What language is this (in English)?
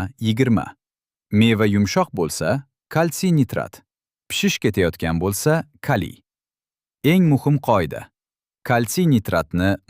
Uzbek